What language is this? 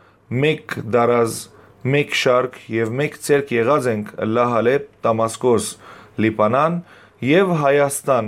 Western Armenian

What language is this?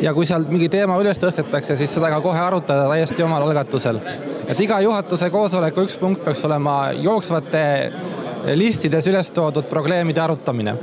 Estonian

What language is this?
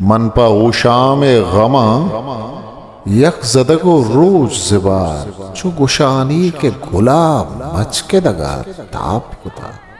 Eastern Balochi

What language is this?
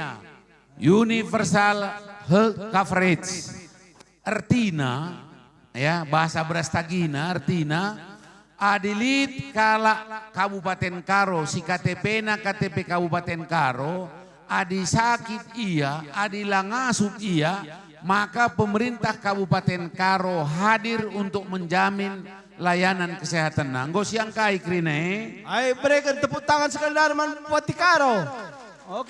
Batak Karo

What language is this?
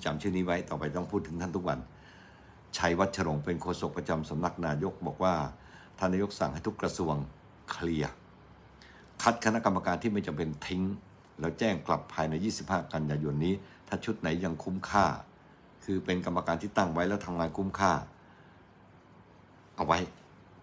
Thai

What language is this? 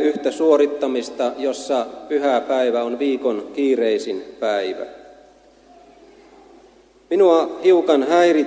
Finnish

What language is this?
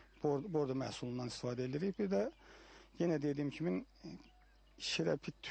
Azerbaijani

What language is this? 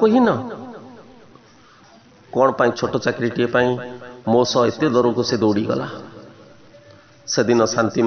Odia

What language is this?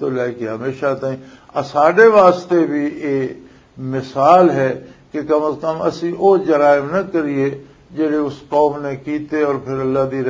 Western Panjabi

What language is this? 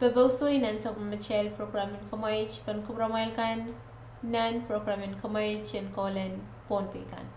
Pohnpeian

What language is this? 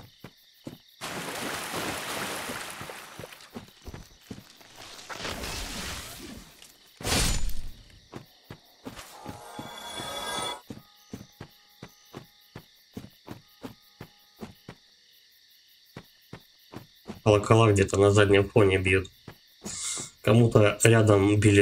Russian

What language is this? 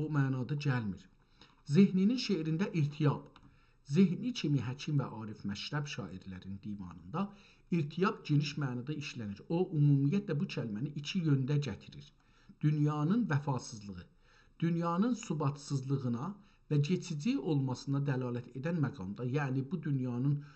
South Azerbaijani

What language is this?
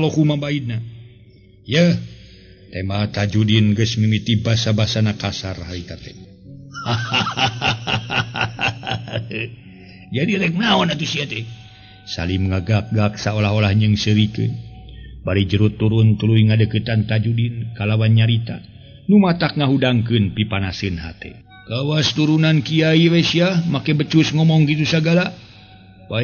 Sundanese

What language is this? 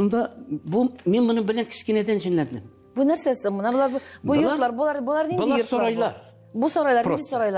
Tatar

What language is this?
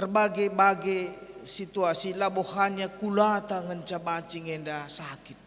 Batak Karo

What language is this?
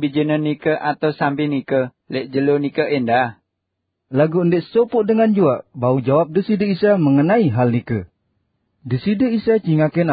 Sasak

